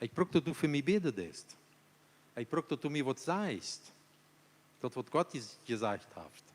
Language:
Plautdietsch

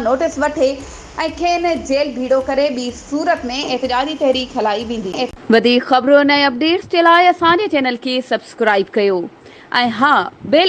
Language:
Sindhi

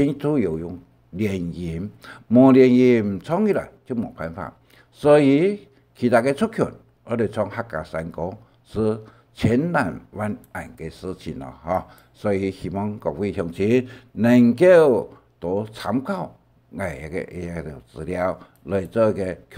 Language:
Hakka Chinese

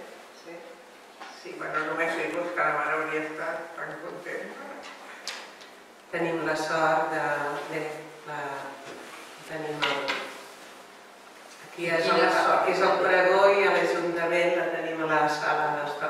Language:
Catalan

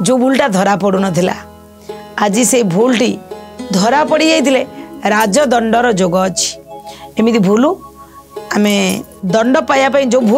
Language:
Odia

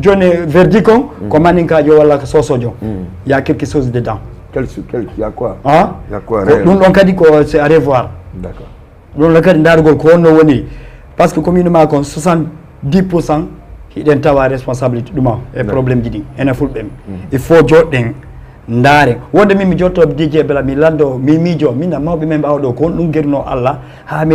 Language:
Fula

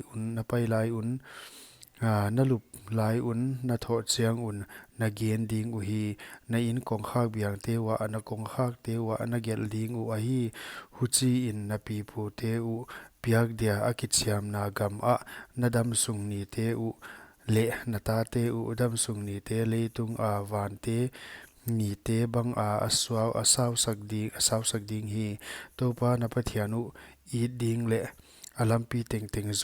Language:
Paite Chin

